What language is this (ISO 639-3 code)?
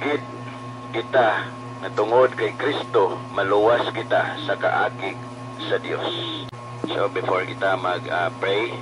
hil